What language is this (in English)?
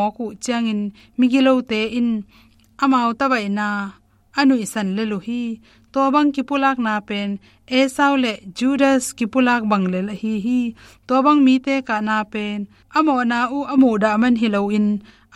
Tedim Chin